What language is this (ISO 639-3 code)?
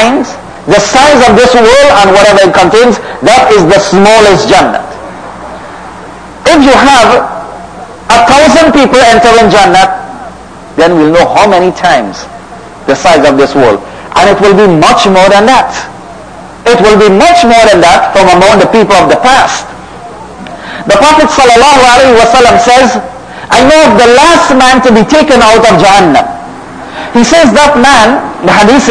eng